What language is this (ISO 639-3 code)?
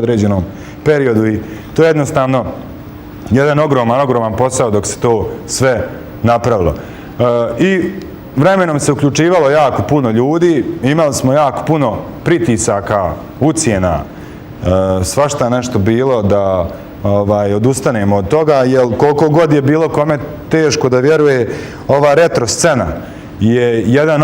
bos